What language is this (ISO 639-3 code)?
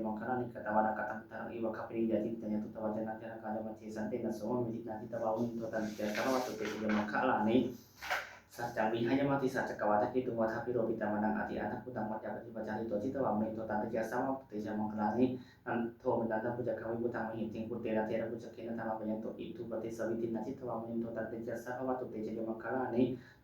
pli